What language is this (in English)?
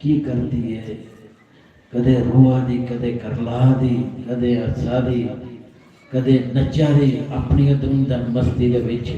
Dogri